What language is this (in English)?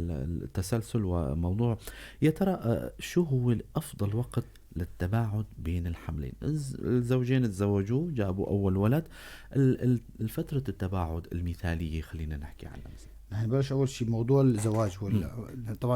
North Levantine Arabic